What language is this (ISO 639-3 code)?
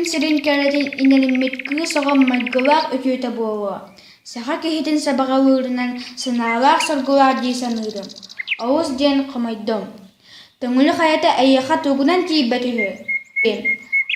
sah